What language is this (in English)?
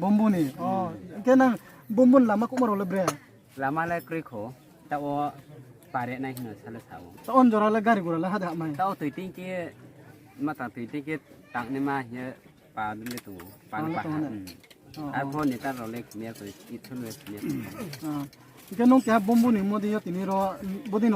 Riang (India)